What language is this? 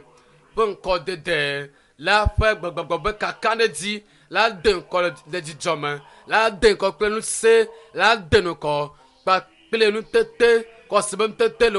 Ewe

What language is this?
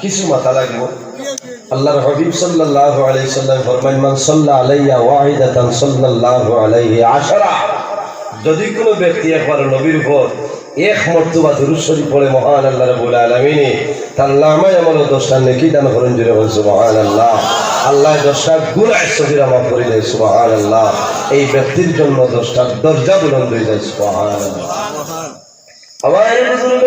Sylheti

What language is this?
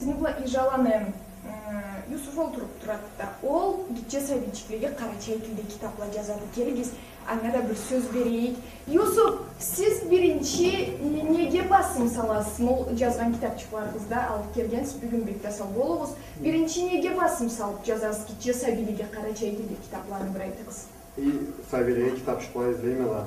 Karachay-Balkar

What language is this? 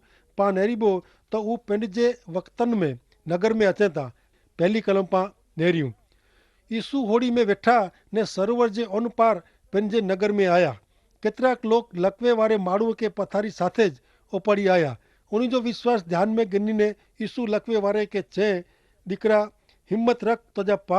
Kachhi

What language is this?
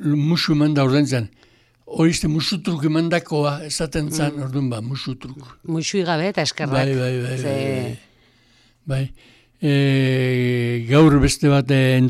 Basque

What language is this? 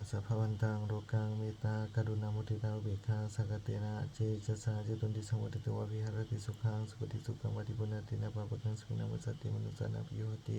Pali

